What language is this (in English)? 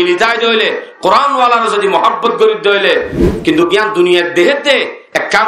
Rohingya